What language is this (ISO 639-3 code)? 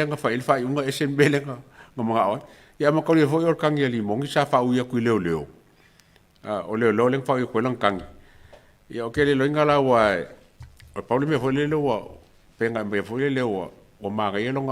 smo